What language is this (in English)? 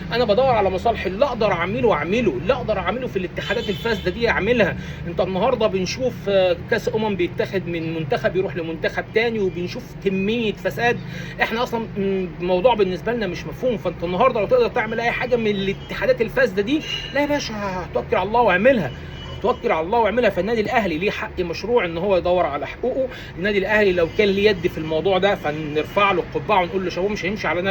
Egyptian Arabic